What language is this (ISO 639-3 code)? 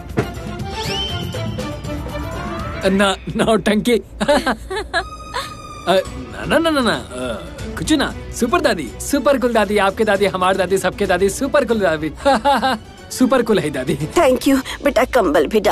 bho